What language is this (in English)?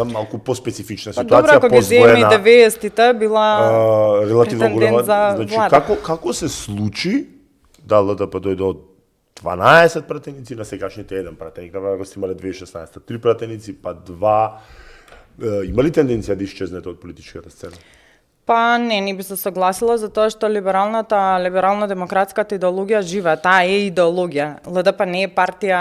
Macedonian